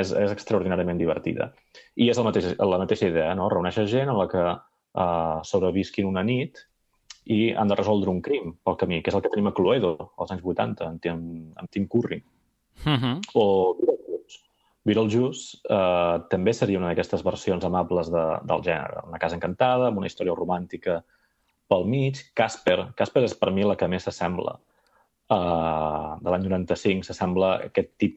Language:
Catalan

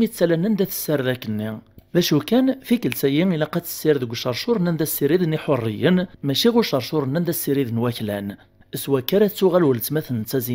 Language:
Kabyle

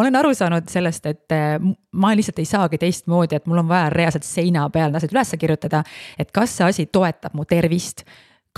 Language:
Estonian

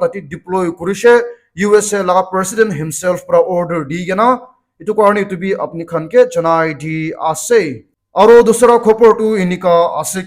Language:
Naga Pidgin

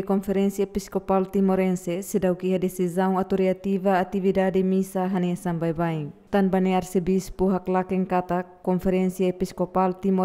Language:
Tetum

